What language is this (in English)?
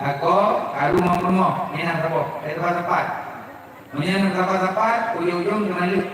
Achinese